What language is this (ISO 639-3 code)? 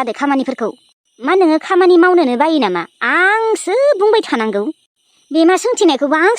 brx